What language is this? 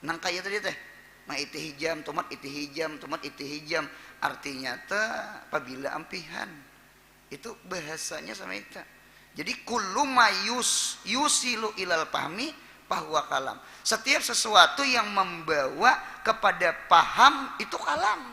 Banjar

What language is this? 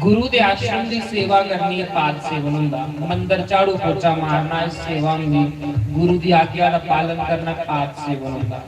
Dogri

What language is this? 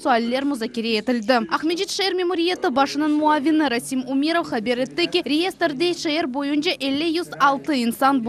Crimean Tatar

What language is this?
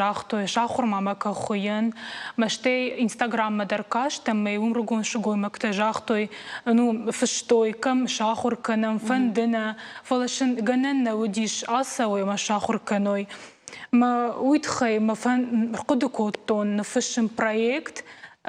Ossetic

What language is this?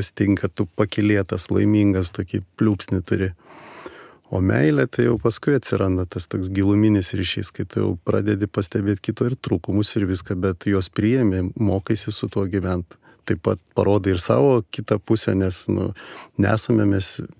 Lithuanian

